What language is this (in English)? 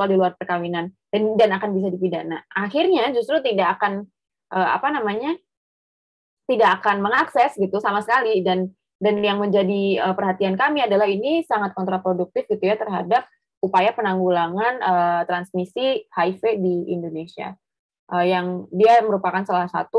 Indonesian